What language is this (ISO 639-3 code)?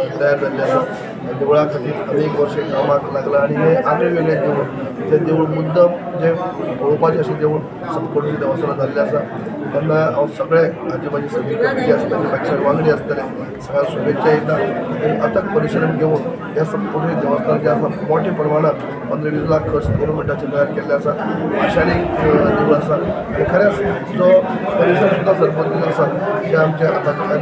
kok